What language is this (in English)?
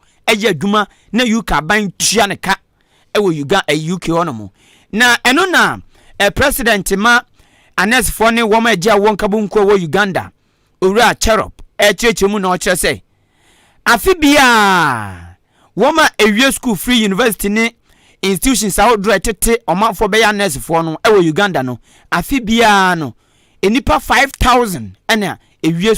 Akan